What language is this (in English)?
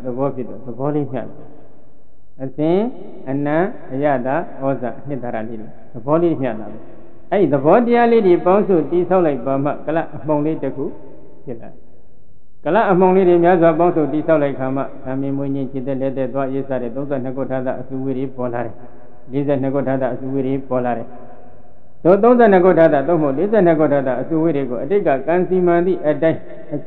Burmese